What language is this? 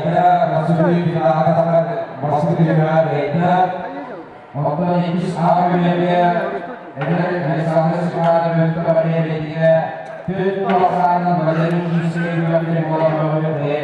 Yakut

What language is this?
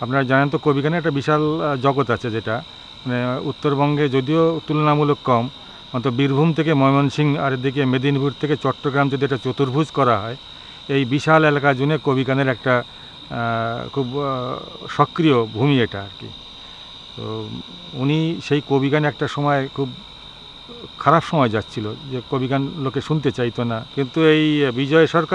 Bangla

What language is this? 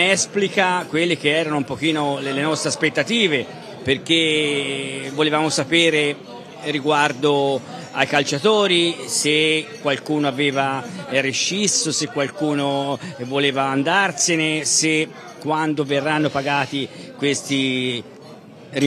Italian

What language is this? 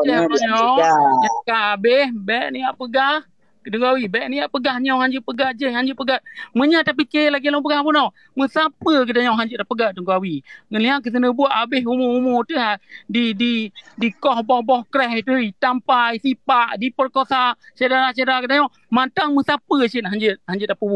Achinese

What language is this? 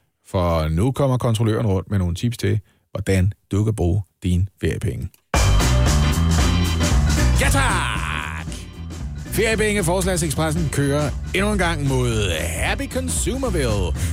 Danish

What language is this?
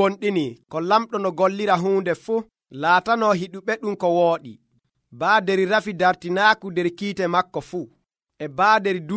Nigerian Fulfulde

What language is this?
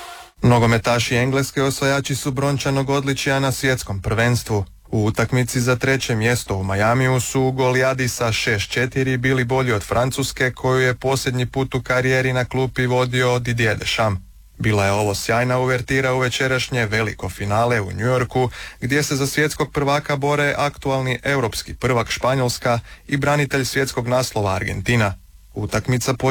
Croatian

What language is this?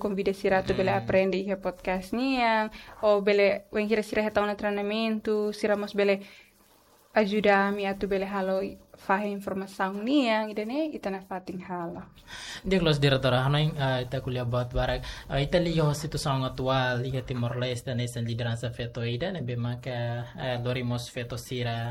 Tetum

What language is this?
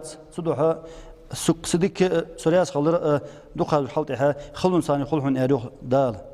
Ingush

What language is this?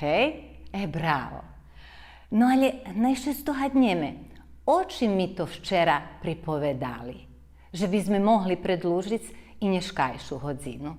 Rusyn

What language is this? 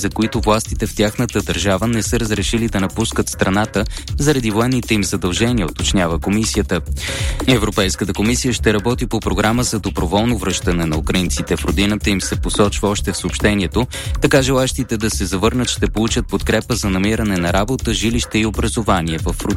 Bulgarian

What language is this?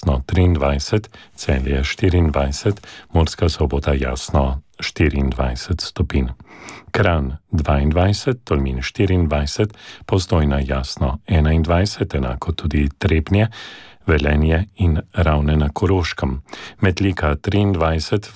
Slovenian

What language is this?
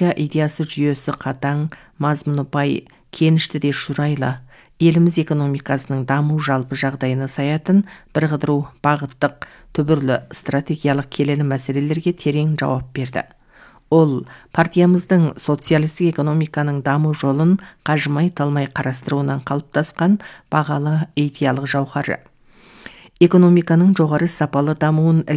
Kazakh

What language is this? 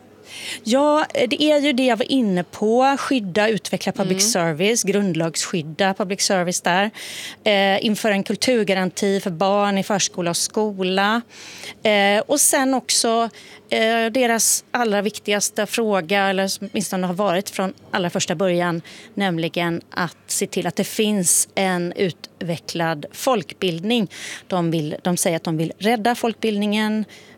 Swedish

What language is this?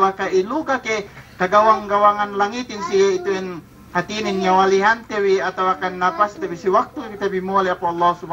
Yakan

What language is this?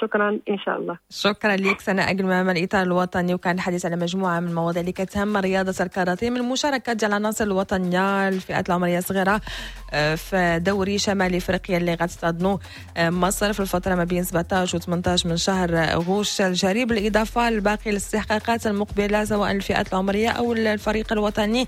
Moroccan Arabic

